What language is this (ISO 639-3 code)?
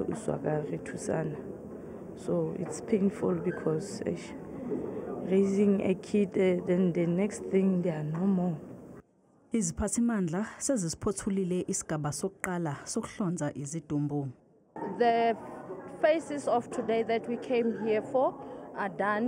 zul